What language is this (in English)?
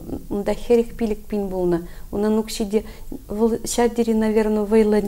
Chuvash